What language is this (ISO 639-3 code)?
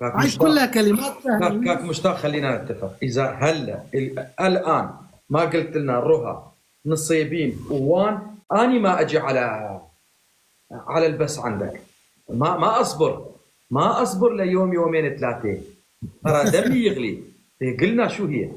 apc